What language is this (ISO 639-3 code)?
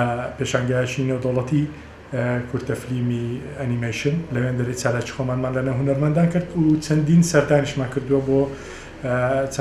ckb